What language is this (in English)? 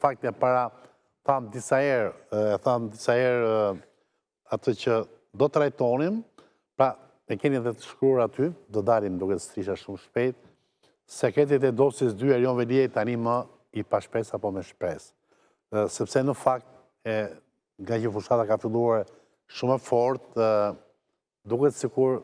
Albanian